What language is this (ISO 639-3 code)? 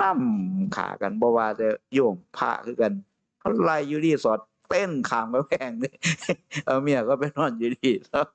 tts